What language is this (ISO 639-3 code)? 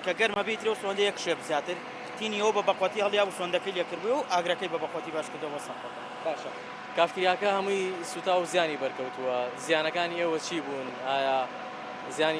ckb